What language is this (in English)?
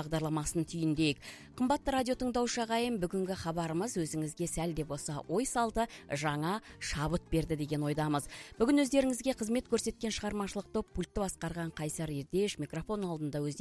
Kazakh